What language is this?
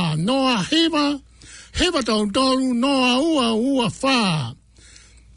Tongan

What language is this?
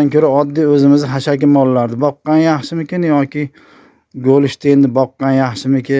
Uzbek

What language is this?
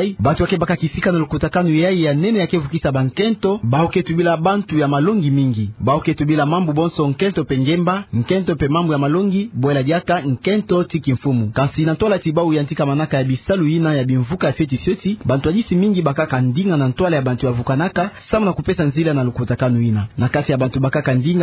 Kituba (Democratic Republic of Congo)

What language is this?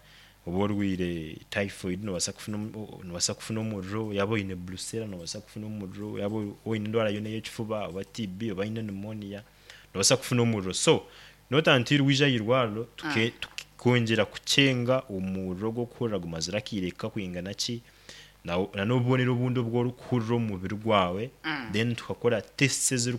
Nyankole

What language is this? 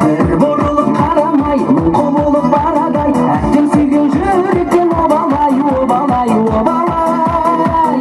Kara-Kalpak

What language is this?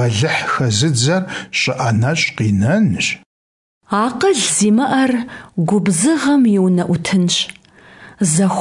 Kabardian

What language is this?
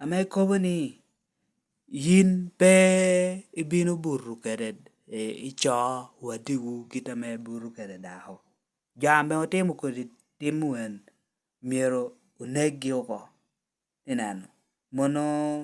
Lango (Uganda)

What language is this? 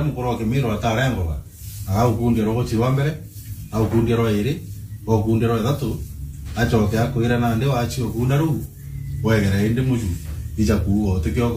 Meru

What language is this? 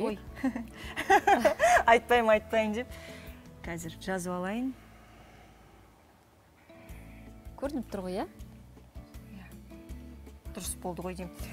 Kazakh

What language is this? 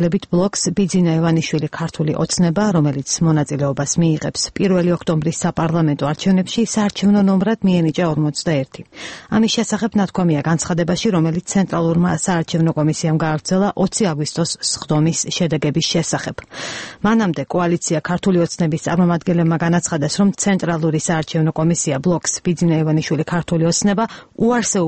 Georgian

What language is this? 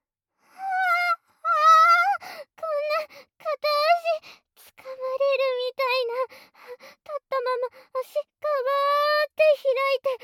Japanese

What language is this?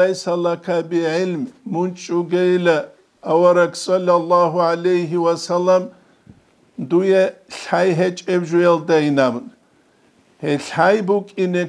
Avaric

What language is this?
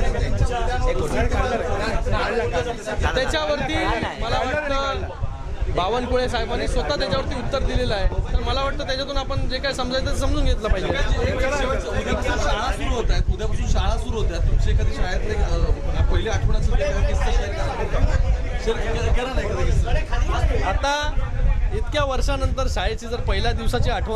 Marathi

